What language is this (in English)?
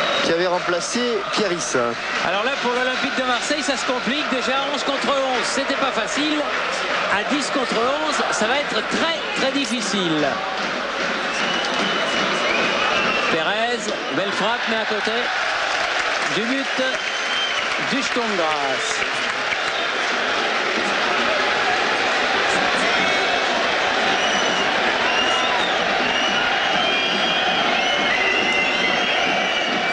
French